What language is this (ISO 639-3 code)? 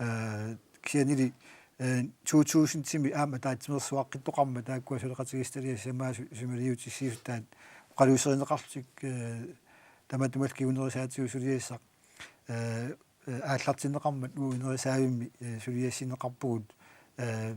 kal